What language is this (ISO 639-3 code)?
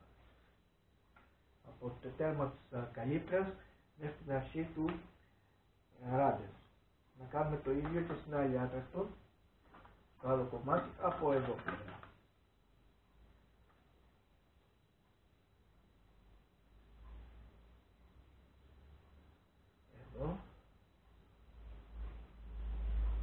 ell